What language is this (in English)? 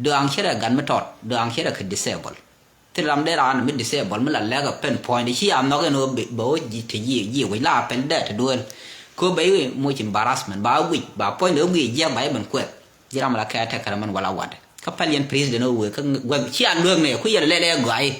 Nuer